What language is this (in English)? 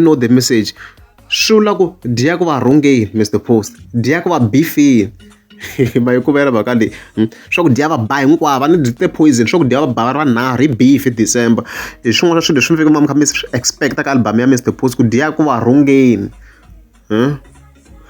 Tsonga